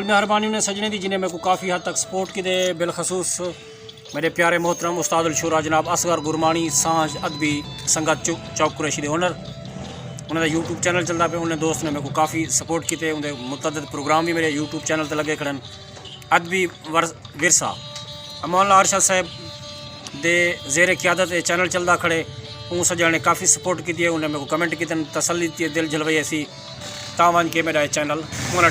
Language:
Saraiki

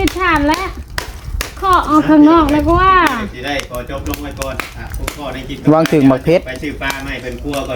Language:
Northeastern Thai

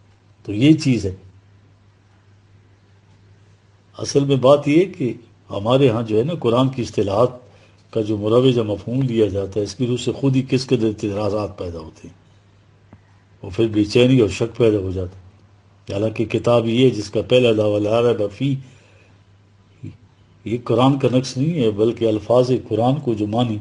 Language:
Urdu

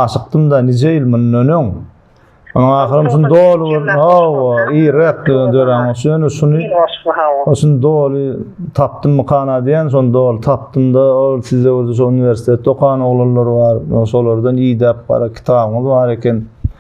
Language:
Turkmen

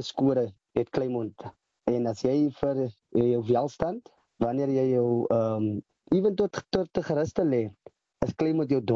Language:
Afrikaans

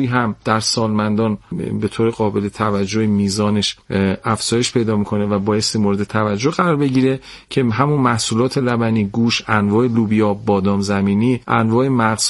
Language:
Persian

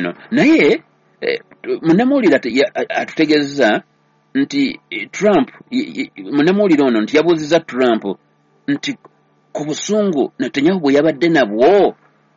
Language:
Ganda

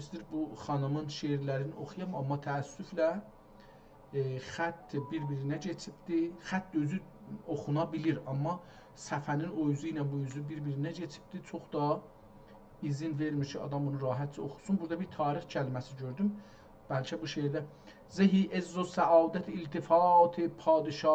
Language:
South Azerbaijani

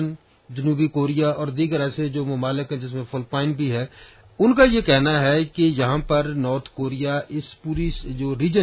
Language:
Urdu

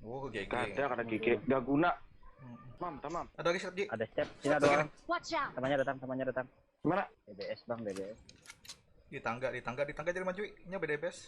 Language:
Banjar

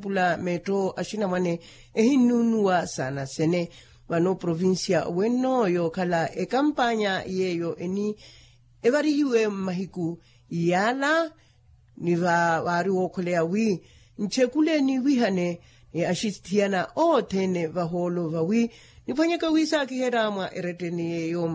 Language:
Makhuwa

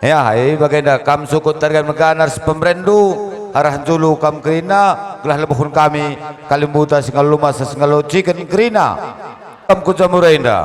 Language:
Batak Karo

